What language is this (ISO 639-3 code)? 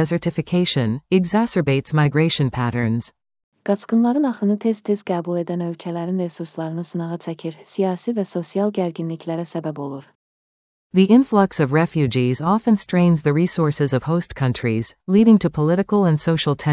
aze